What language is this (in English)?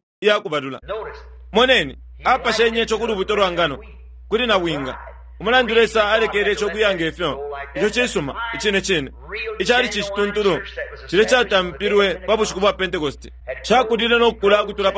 Bemba